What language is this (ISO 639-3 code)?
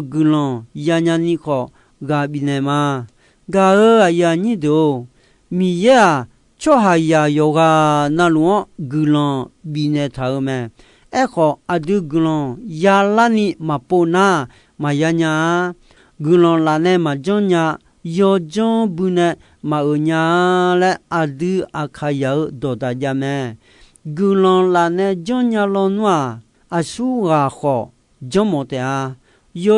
ahk